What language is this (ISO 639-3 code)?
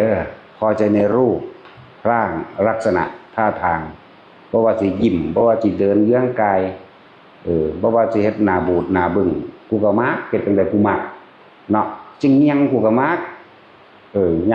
tts